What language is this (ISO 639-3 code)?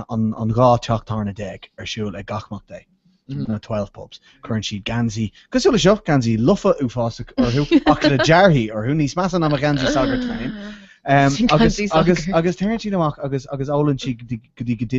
gle